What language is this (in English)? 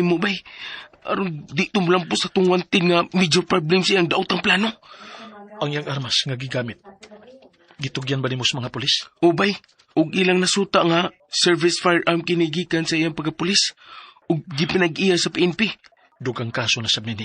Cebuano